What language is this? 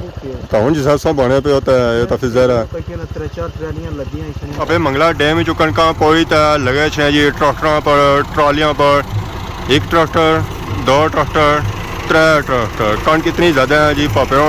Pahari-Potwari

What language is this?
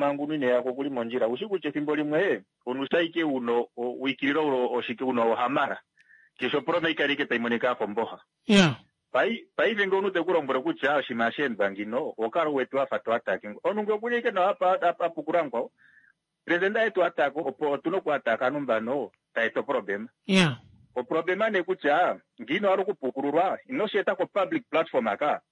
Kuanyama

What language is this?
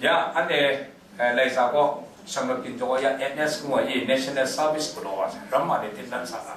Kachin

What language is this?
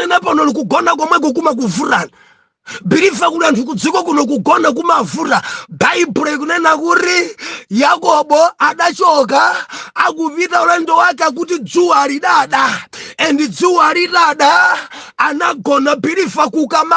Nyanja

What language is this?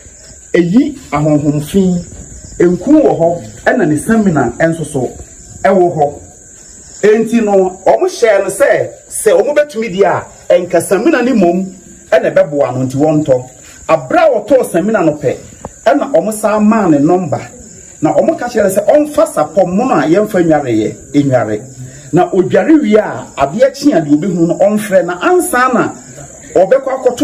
Akan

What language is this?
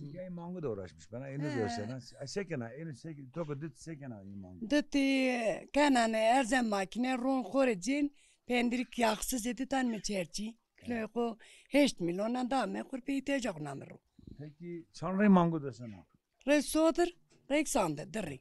Zaza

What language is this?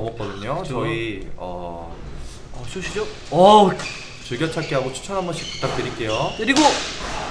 Korean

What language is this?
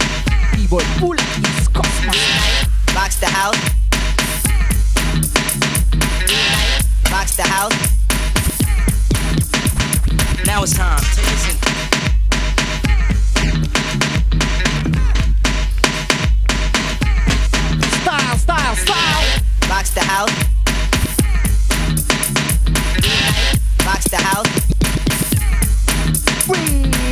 Russian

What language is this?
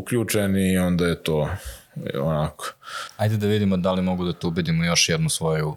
Serbian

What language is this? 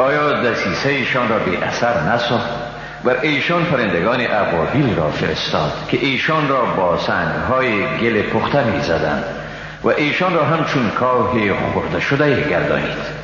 Persian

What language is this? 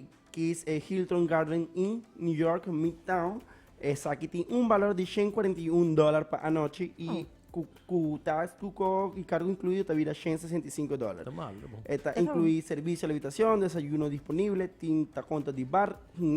Papiamento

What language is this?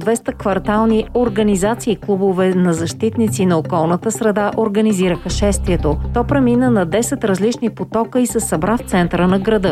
Bulgarian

